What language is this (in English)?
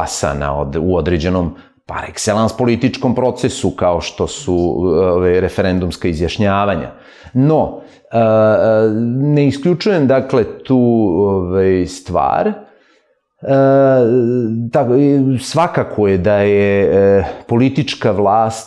Serbian